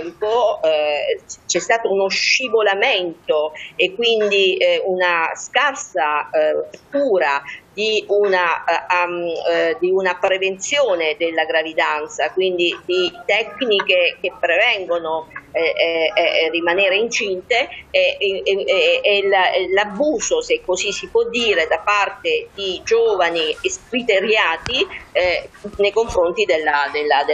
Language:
Italian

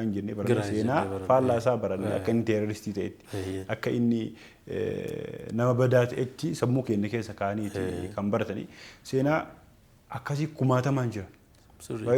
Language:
Oromo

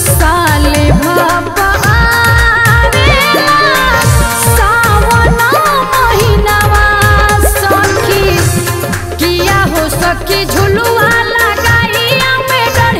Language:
Bhojpuri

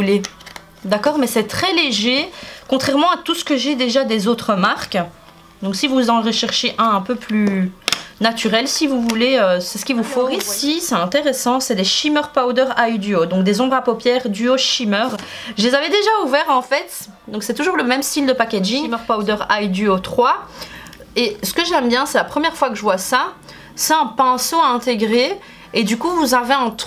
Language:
French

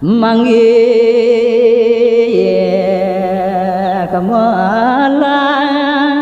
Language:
Balinese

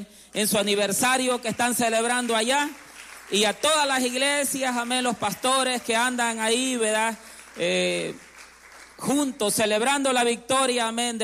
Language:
Spanish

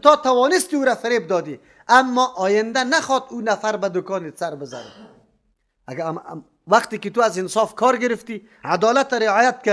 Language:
Persian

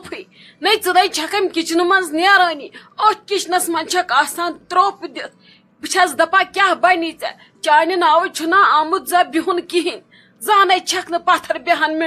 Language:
Kashmiri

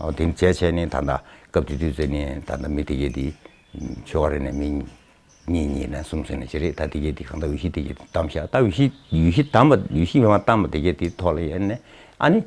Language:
Tibetan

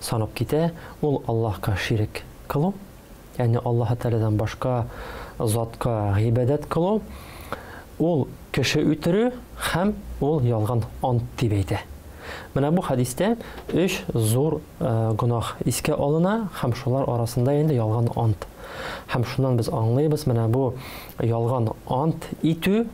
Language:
Tatar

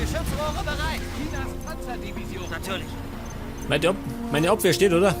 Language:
Bavarian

